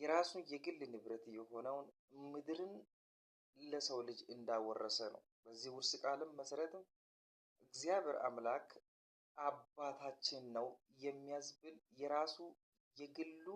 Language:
Amharic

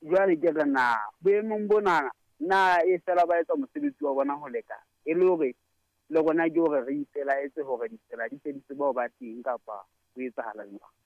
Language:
Southern Sotho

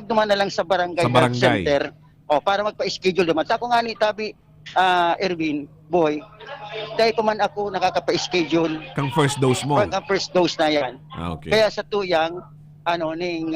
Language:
Bikol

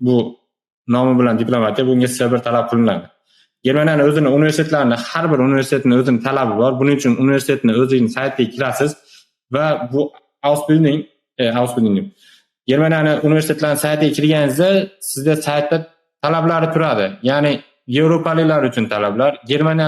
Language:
Uzbek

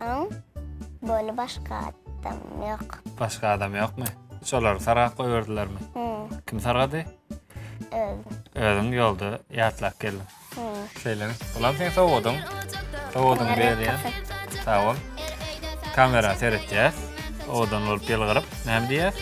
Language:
Turkmen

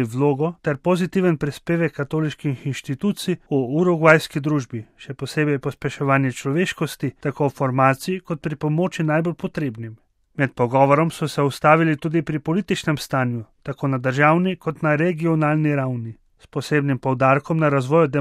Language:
Slovenian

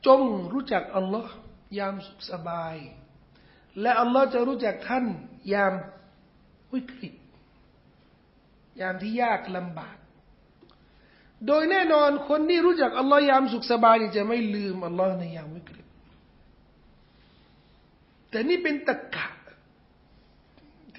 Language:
Thai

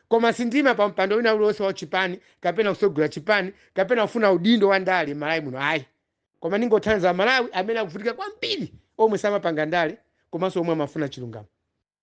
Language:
Nyanja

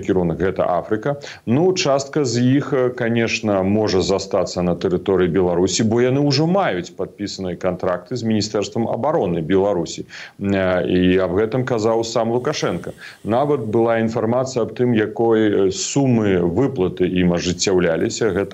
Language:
Belarusian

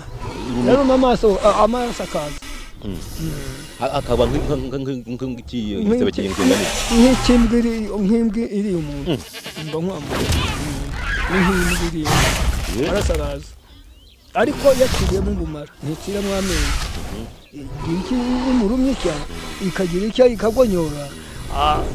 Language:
Kinyarwanda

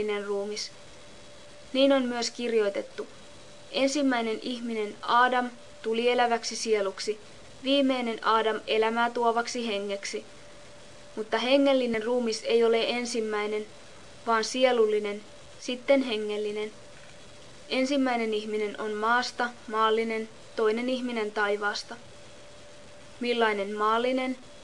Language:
Finnish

